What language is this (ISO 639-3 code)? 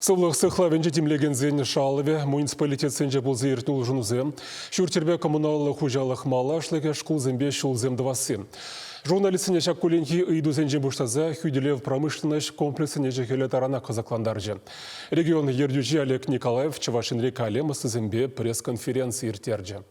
chv